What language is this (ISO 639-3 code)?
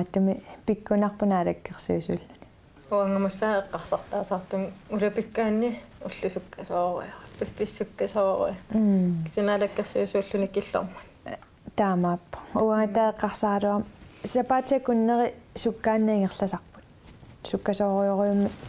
kal